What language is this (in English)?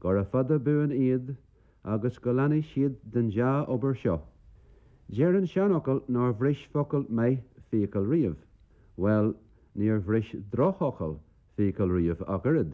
Irish